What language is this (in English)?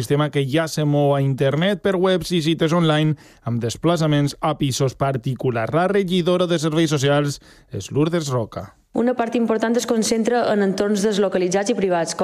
Catalan